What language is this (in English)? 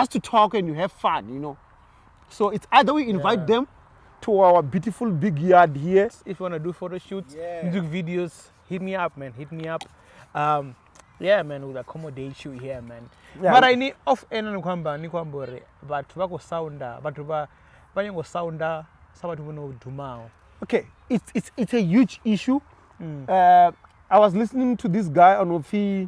Venda